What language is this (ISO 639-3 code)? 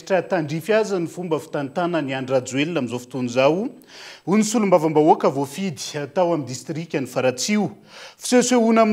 mlg